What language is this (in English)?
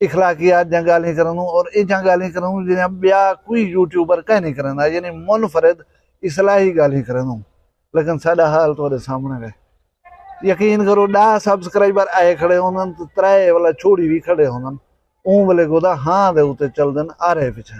Saraiki